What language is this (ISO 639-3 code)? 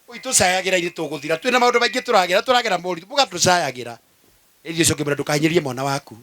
kik